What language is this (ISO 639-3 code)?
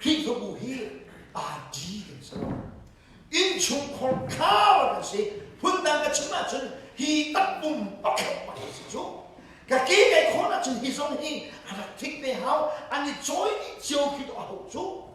cnh